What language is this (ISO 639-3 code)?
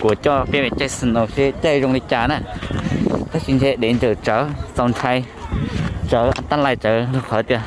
hmn